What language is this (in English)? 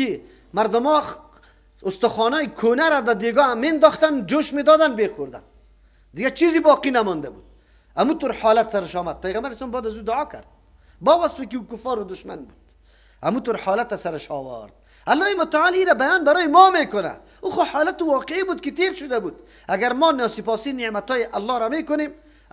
Persian